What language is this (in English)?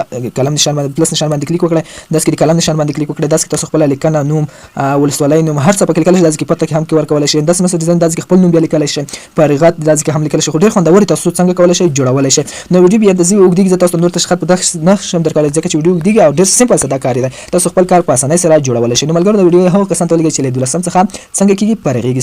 Pashto